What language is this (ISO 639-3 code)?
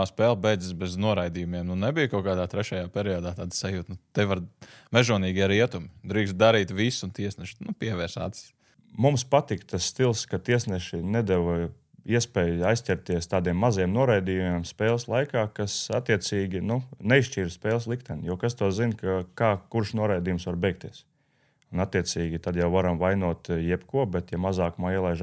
lav